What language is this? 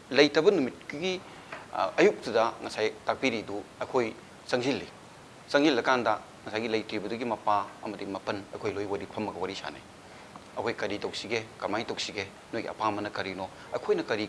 Manipuri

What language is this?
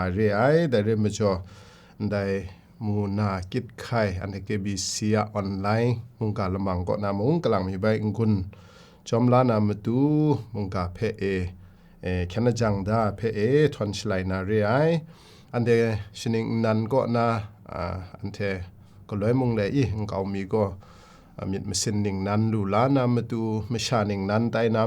Kachin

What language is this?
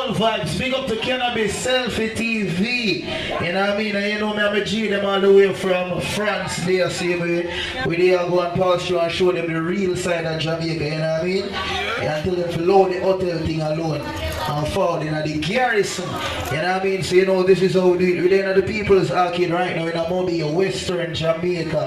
Jamaican Creole English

